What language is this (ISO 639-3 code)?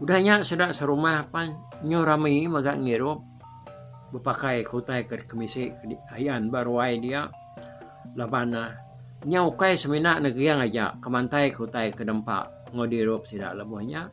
iba